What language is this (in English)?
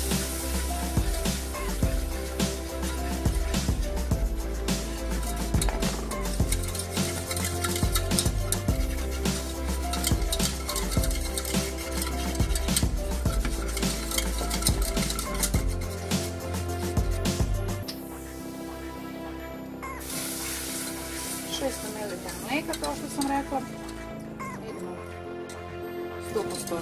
Croatian